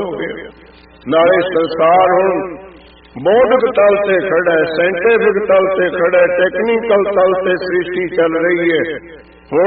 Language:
Punjabi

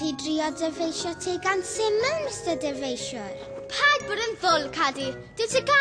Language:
Welsh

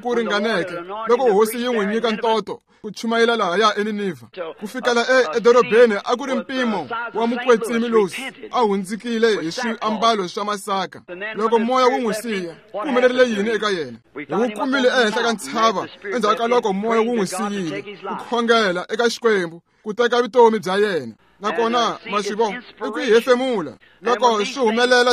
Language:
Tsonga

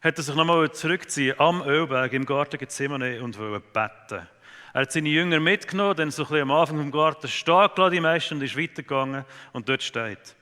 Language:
Swiss German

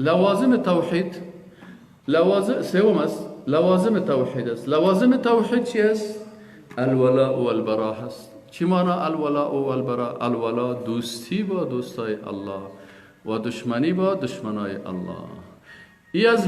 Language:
Persian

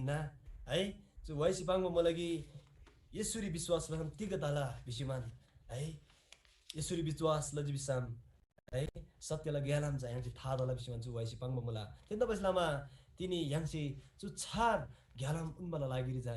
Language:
Eastern Tamang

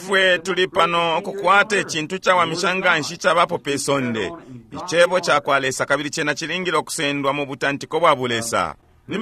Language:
Bemba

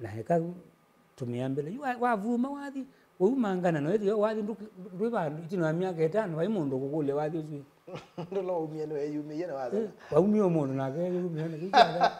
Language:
Kamba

